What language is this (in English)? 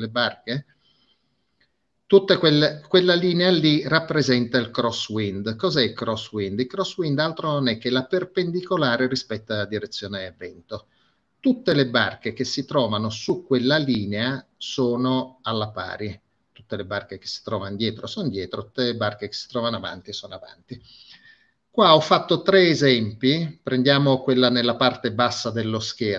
Italian